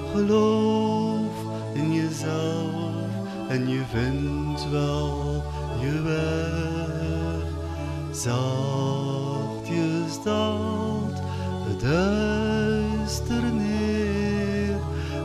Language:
Dutch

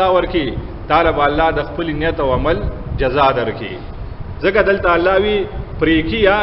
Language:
Pashto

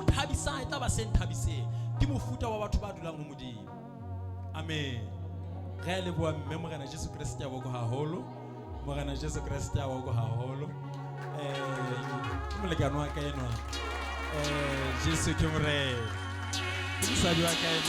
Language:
Southern Sotho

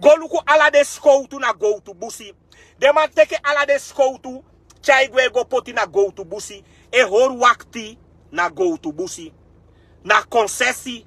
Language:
Sranan Tongo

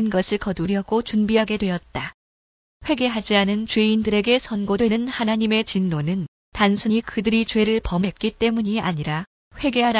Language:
Korean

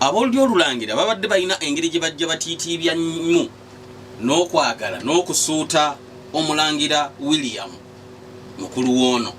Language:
Ganda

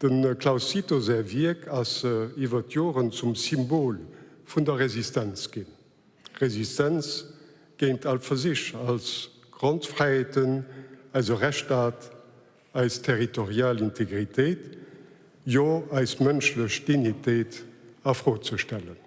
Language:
Luxembourgish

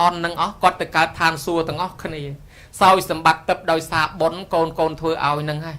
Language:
Khmer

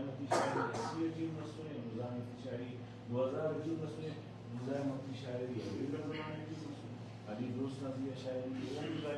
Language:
Brahui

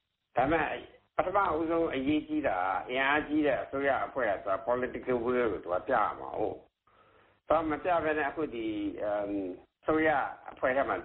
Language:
Burmese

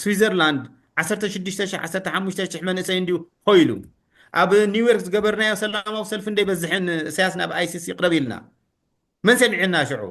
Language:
Tigrinya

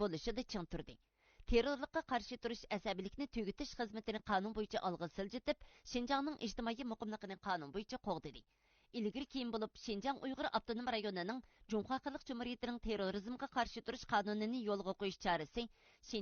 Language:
Uyghur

